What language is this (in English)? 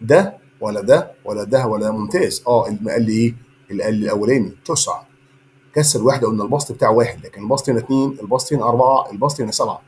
Egyptian Arabic